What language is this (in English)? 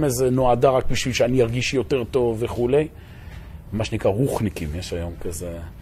Hebrew